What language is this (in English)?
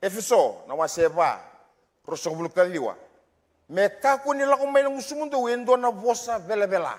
Fijian